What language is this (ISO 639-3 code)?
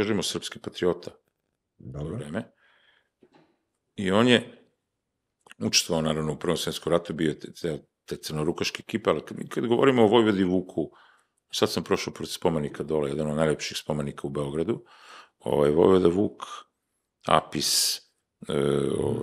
srp